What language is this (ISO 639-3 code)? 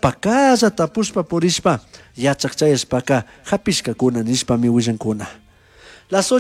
qug